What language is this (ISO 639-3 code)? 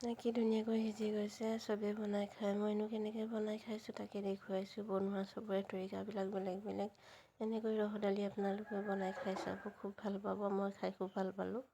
asm